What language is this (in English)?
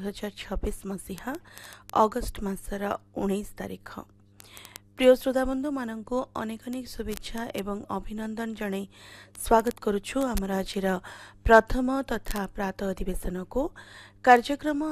Odia